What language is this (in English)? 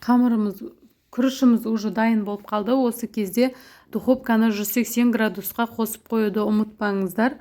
Kazakh